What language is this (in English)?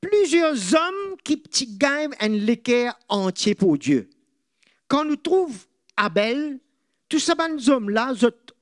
Morisyen